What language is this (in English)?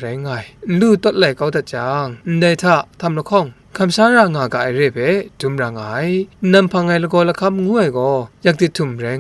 Kachin